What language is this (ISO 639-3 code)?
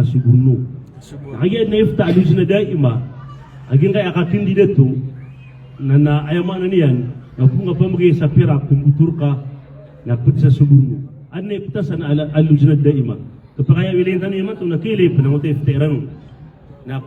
mrw